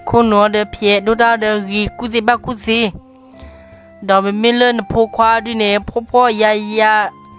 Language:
S'gaw Karen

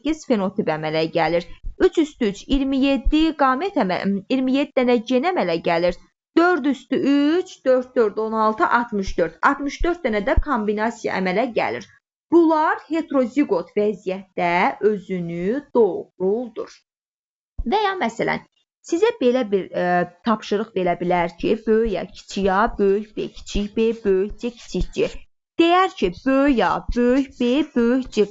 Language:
Azerbaijani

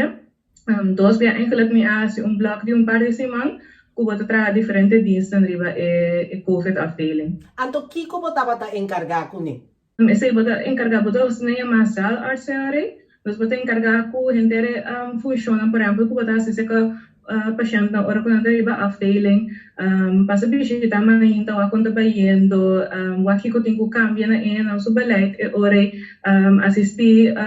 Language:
Papiamento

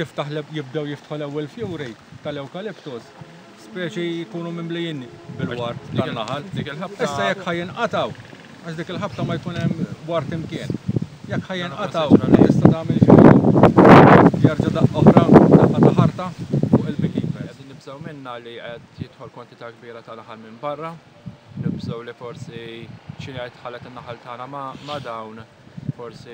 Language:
Maltese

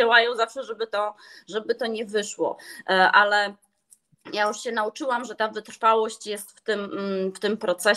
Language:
Polish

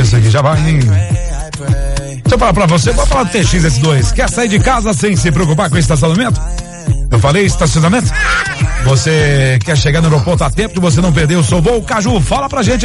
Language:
Portuguese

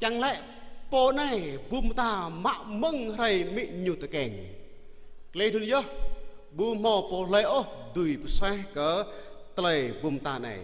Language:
Jarai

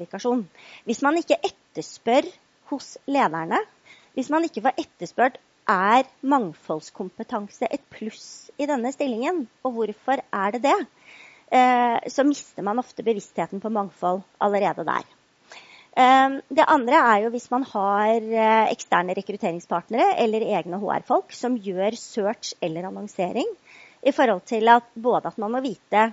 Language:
Norwegian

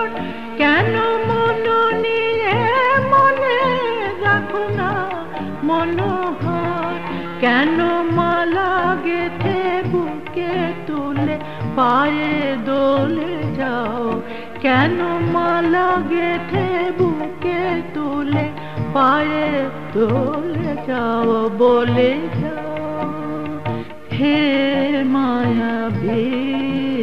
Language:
Bangla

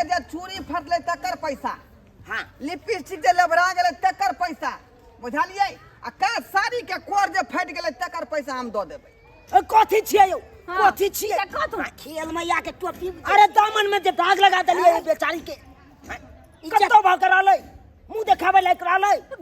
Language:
Maithili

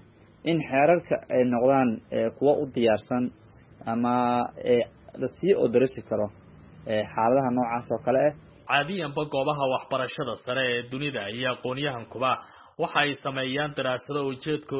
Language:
Somali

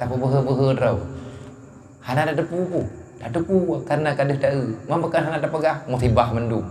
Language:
Achinese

